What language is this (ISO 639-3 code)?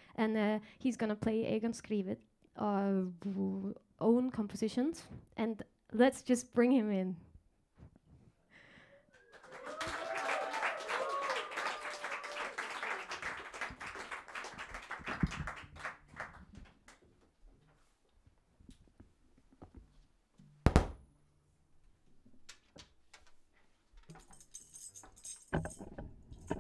eng